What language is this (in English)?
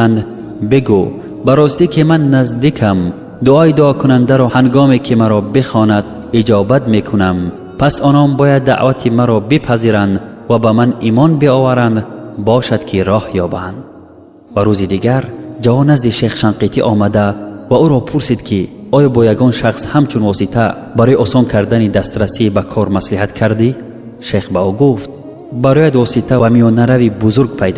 Tajik